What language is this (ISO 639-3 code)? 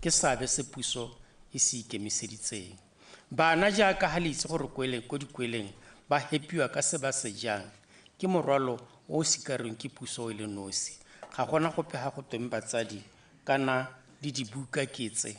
tsn